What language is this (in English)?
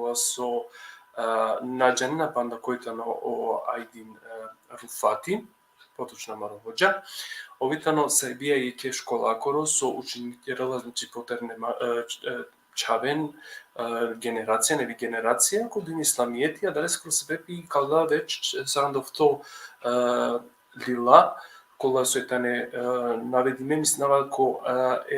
Balkan Romani